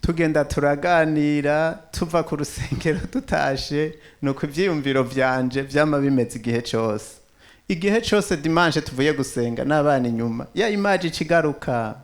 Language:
Rundi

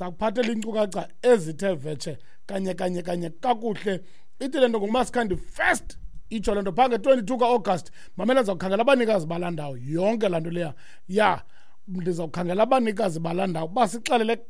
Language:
Xhosa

